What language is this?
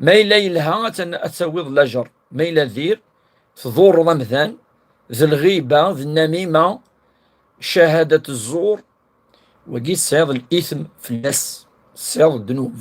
Kabyle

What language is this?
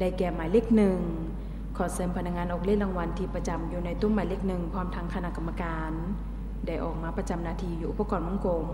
Lao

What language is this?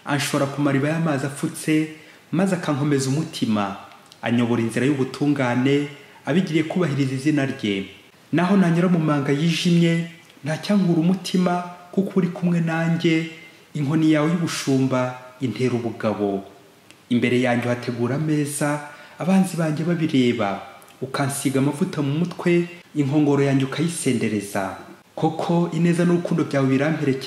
Kinyarwanda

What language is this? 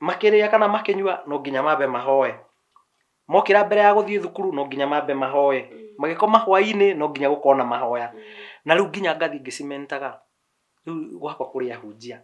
Kikuyu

